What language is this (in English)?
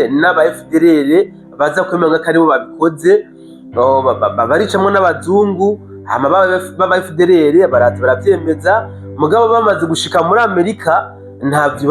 Rundi